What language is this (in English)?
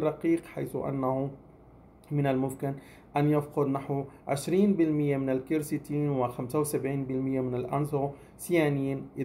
Arabic